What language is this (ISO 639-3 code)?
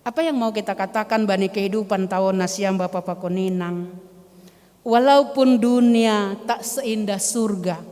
bts